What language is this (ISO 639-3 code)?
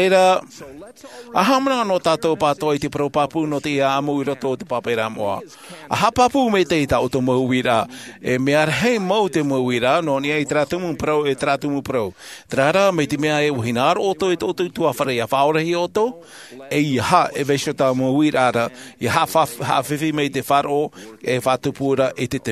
tah